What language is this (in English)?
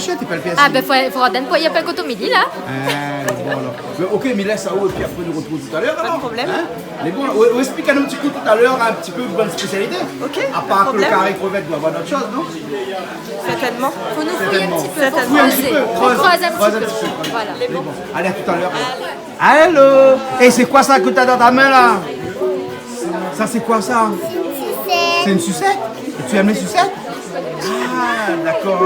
Réunion Creole French